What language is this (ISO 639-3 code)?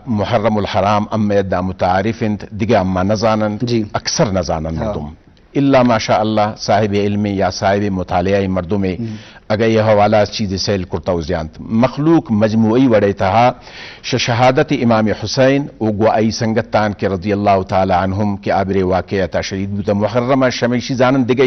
bgp